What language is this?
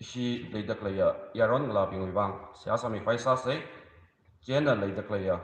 Tangkhul Naga (India)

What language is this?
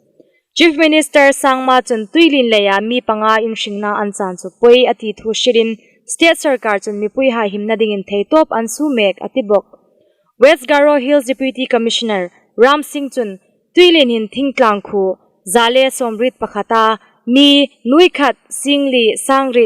Hmar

